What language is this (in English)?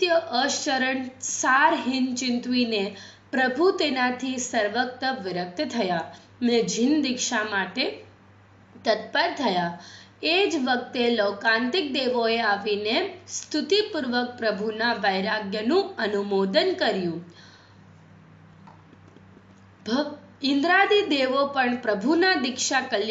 Gujarati